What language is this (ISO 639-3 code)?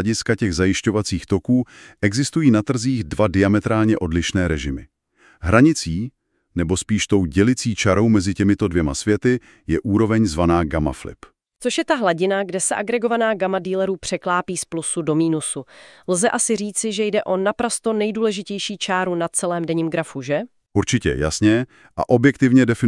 ces